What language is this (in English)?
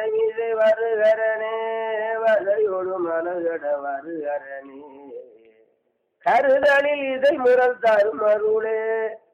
Tamil